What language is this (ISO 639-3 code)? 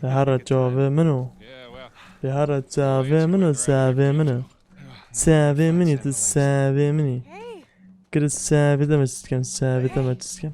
kur